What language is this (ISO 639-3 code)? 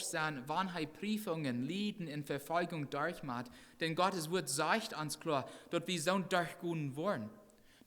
pdt